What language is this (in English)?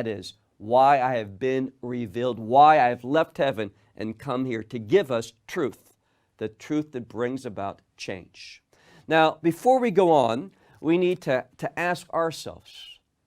English